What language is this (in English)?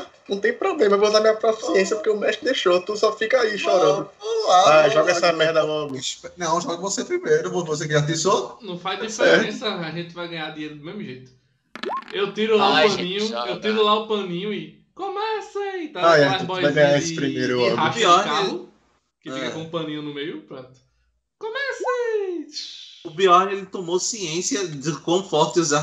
Portuguese